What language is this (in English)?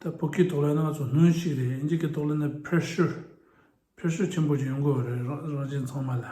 Tibetan